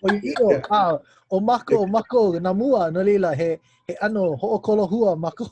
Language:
Hawaiian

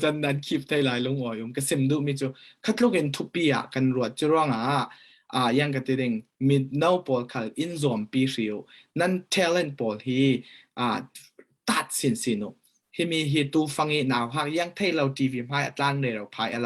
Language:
Falam Chin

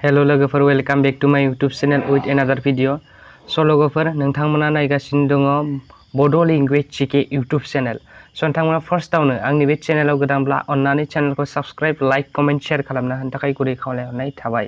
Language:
Bodo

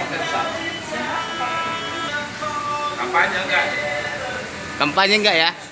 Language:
Indonesian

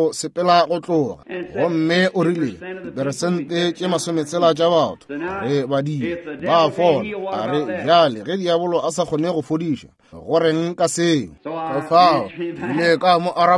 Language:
Northern Sotho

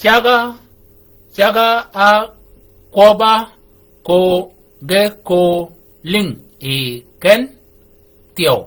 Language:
Shilluk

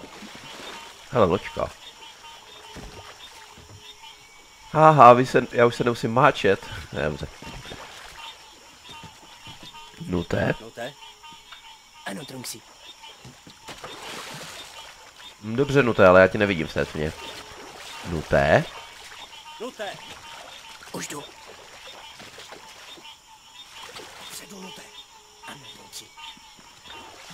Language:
Czech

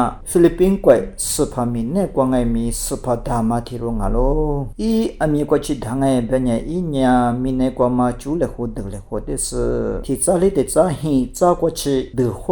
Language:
Lisu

